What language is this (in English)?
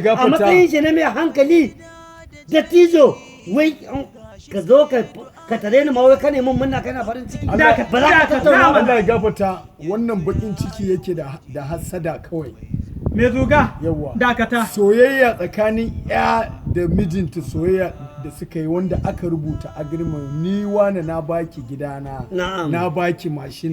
Hausa